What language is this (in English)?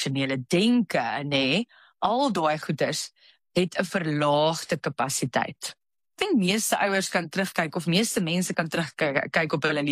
Afrikaans